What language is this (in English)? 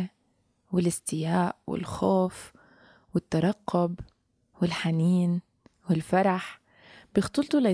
North Levantine Arabic